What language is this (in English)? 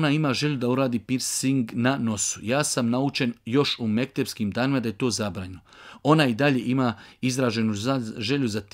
Bosnian